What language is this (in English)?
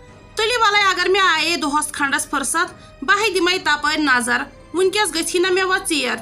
Kashmiri